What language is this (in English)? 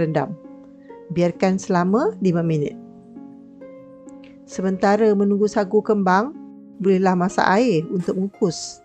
Malay